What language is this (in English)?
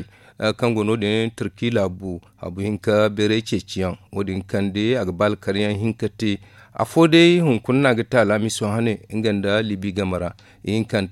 Zarma